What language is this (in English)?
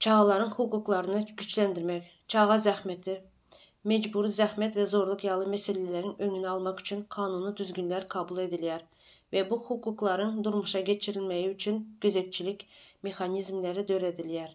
Turkmen